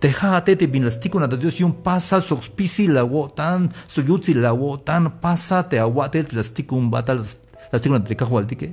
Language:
Tzeltal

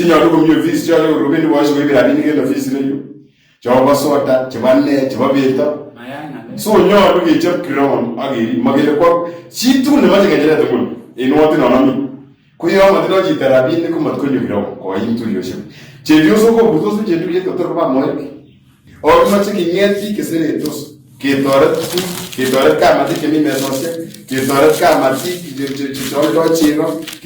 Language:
Kalenjin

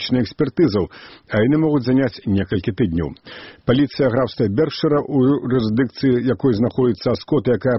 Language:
Belarusian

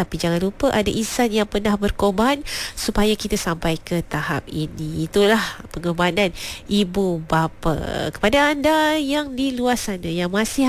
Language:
Malay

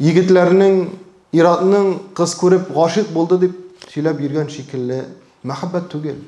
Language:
Tatar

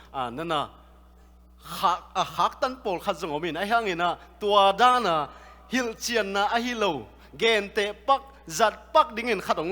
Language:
Tedim Chin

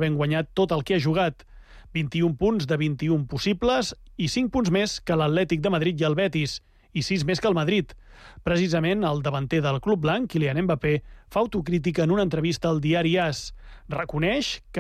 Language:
Catalan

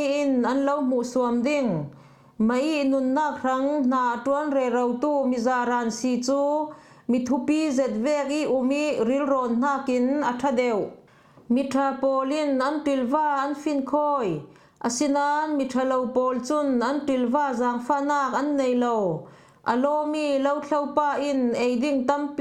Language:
Falam Chin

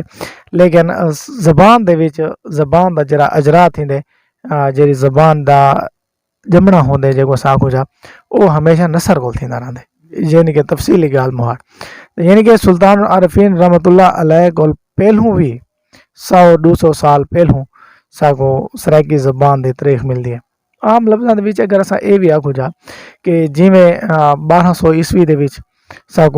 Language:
Saraiki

